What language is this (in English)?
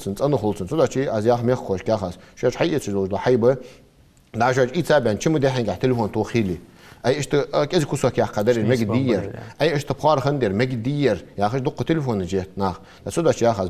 Ingush